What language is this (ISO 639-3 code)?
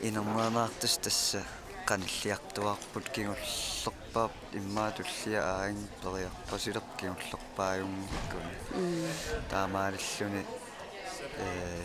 kal